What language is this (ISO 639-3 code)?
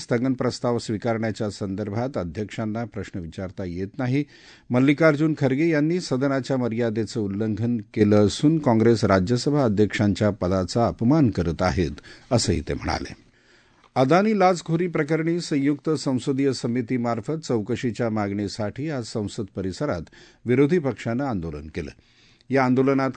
mar